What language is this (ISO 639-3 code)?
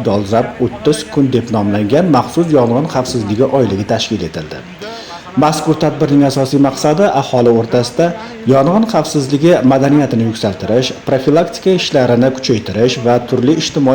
uzb